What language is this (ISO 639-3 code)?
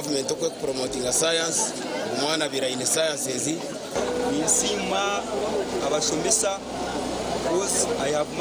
nyn